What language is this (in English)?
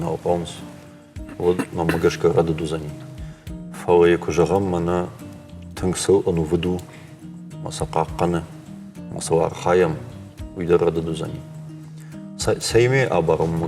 Ossetic